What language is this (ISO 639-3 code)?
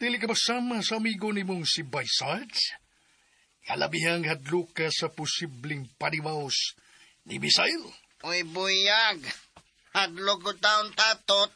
ceb